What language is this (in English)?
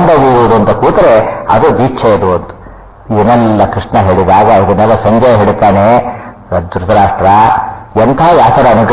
Kannada